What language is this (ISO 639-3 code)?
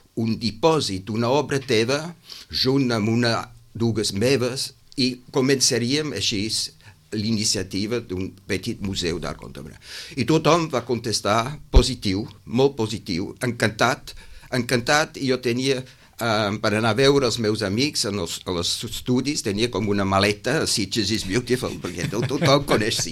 cat